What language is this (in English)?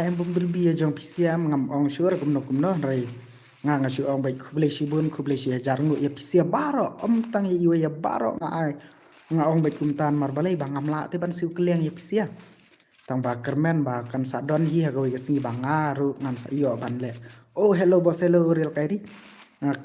Khasi